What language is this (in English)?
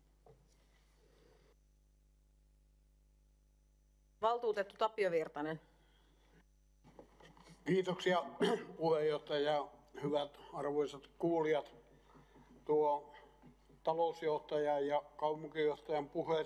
Finnish